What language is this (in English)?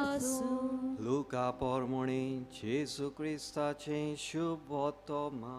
Konkani